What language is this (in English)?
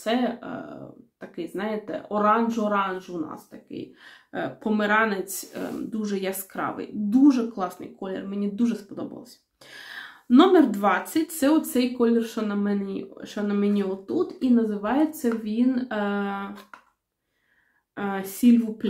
Ukrainian